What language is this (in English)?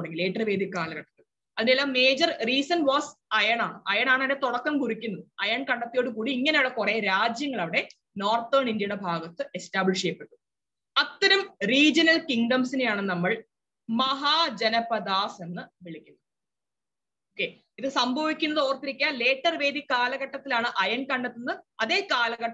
Malayalam